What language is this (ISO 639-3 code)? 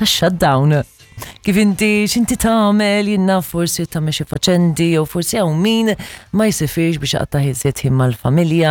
mlt